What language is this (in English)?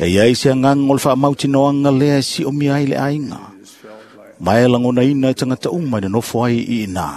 Samoan